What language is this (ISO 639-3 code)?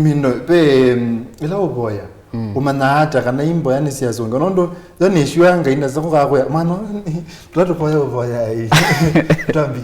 kam